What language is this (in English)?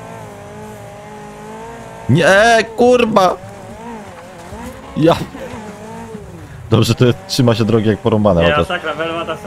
Polish